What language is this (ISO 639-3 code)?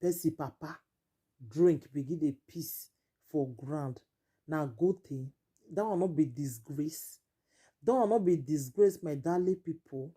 pcm